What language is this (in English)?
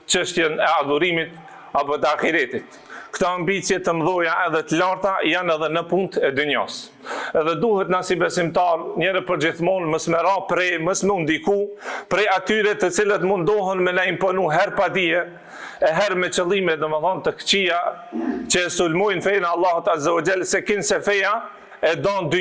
Albanian